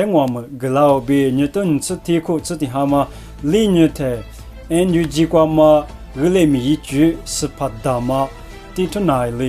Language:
Lisu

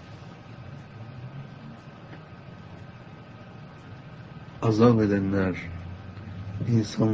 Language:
Turkish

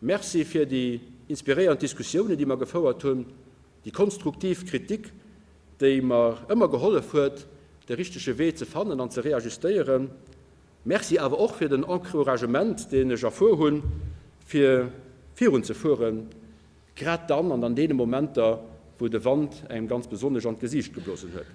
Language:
Luxembourgish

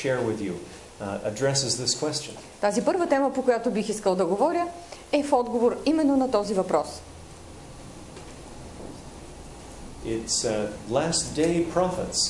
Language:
Bulgarian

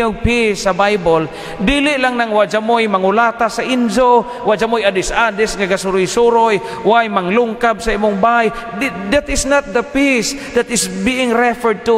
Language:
Cebuano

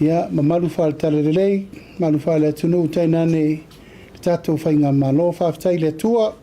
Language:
Samoan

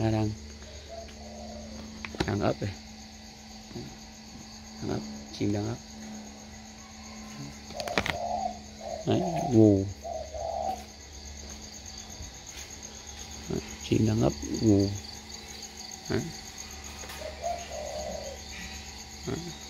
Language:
Vietnamese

